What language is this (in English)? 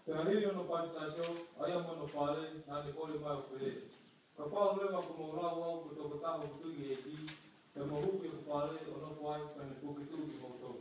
Tongan